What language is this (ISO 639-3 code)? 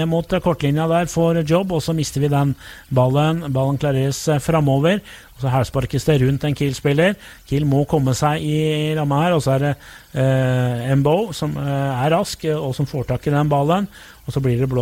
nor